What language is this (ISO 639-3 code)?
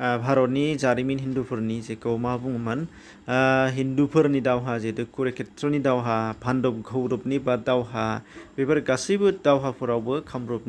brx